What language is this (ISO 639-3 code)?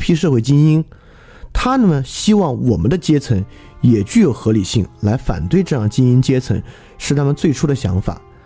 zho